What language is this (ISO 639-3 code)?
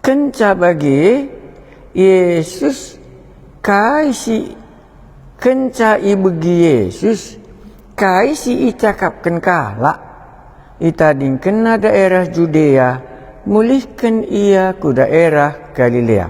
btx